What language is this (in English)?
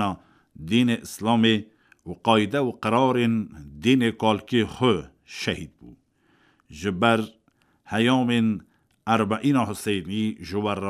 Kurdish